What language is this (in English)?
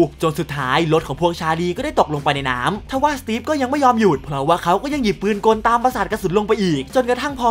Thai